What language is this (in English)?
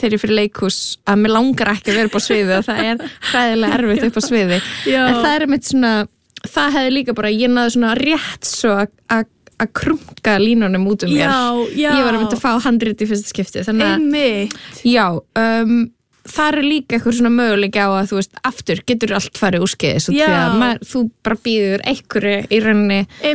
Icelandic